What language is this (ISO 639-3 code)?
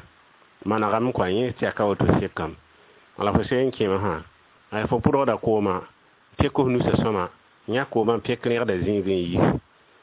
mos